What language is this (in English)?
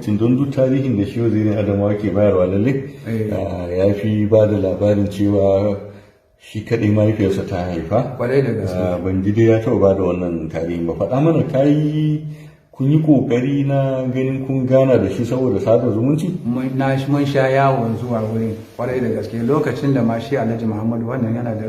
Hausa